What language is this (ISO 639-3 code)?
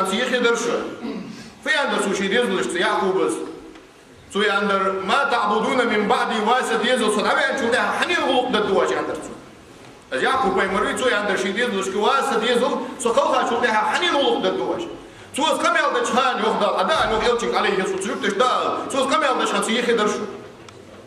inh